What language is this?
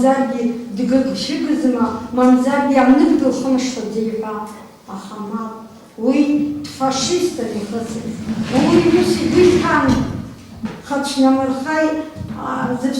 Abkhazian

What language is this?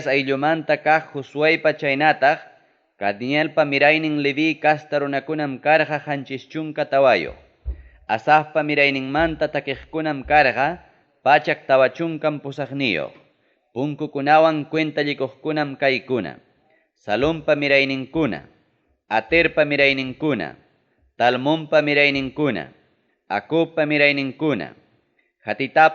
Ayacucho Quechua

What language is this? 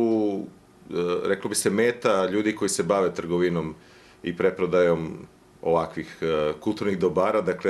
Bosnian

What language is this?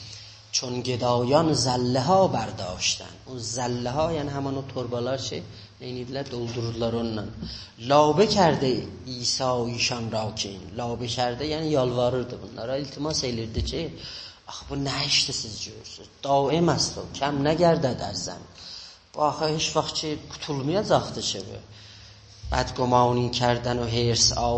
South Azerbaijani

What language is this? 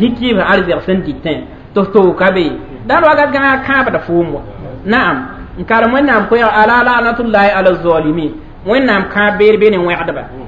Mossi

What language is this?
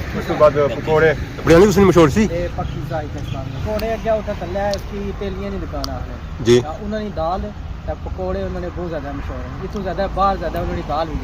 Pahari-Potwari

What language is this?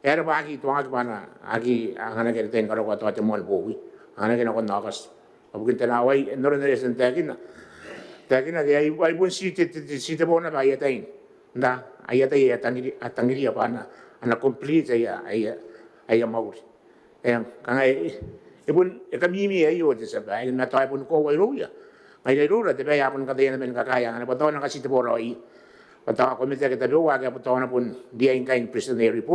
Gilbertese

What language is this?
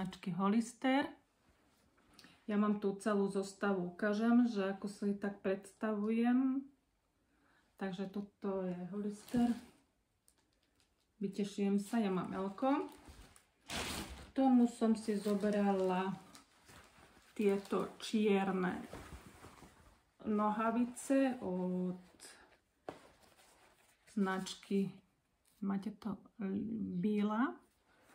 Slovak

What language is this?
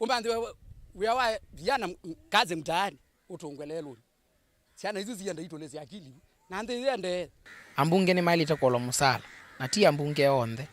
Kamba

